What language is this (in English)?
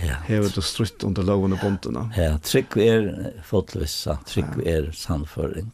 Faroese